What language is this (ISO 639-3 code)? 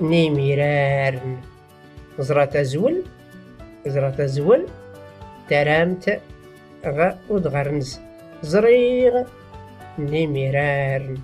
shi